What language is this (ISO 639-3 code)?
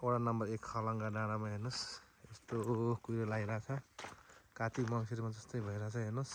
nep